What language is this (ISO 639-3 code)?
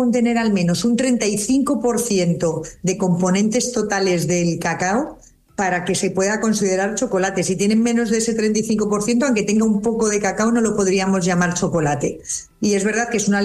spa